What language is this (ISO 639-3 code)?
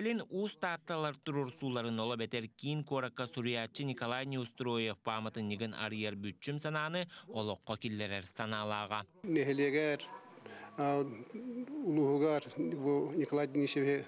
sah